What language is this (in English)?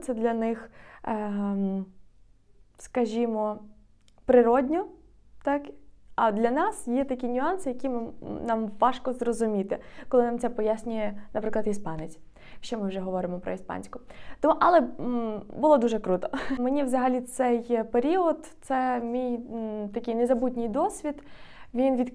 Ukrainian